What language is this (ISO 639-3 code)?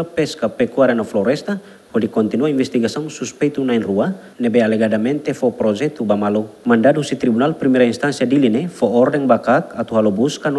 tet